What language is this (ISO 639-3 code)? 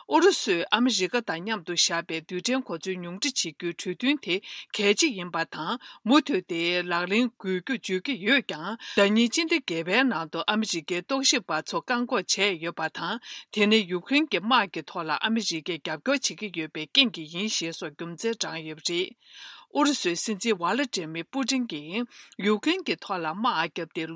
bod